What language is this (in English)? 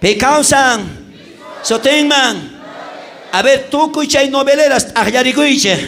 South Bolivian Quechua